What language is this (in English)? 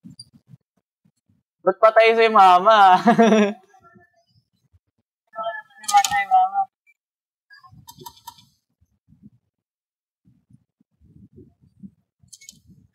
Filipino